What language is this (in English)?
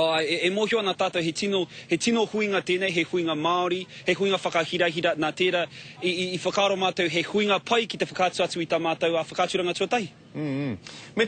Māori